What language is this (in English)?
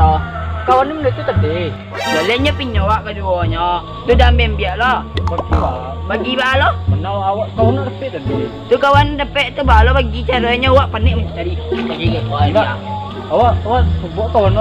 Minangkabau